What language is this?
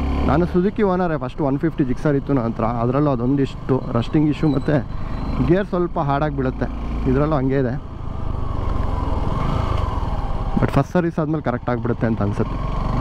Kannada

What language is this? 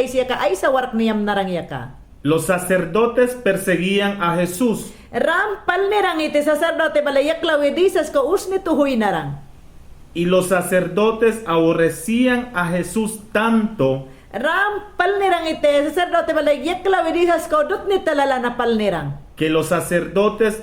Mayangna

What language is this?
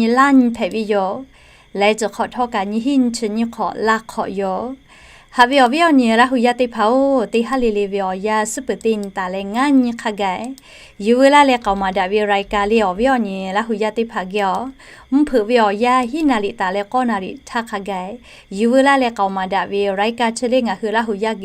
Lahu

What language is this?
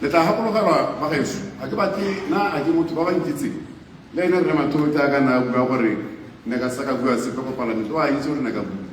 Tswana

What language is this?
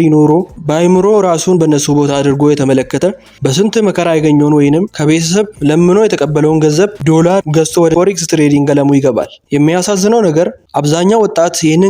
Amharic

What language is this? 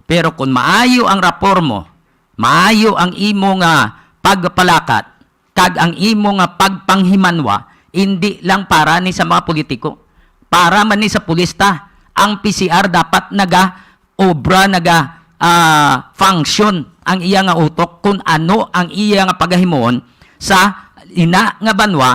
Hiligaynon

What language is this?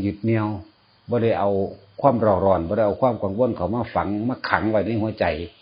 Northeastern Thai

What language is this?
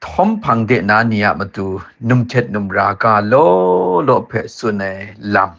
Kachin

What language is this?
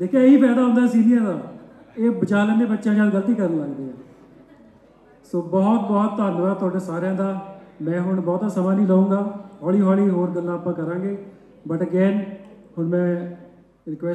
Punjabi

